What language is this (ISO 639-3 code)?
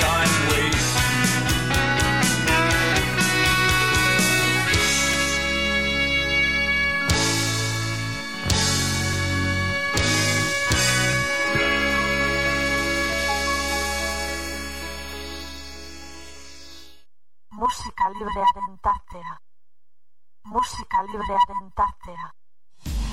eus